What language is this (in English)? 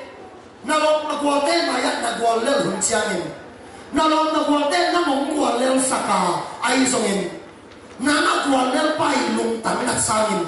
Tedim Chin